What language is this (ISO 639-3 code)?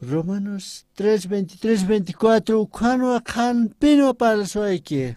aym